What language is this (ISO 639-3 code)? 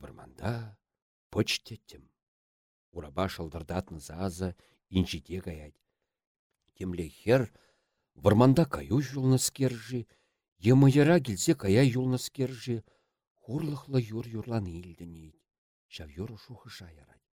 chv